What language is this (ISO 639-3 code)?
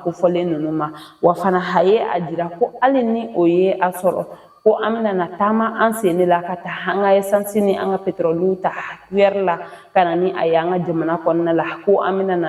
bam